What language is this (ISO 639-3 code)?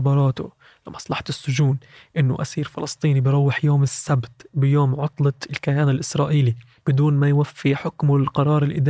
apc